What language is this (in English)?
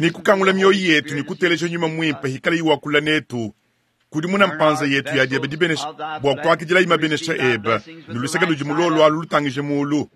Luba-Lulua